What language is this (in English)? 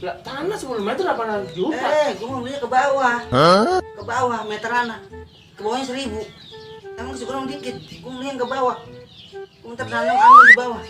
Betawi